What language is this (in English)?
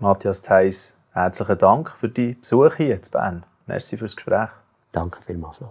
Swiss German